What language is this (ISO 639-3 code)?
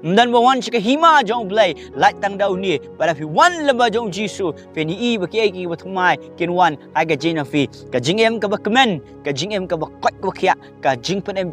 kha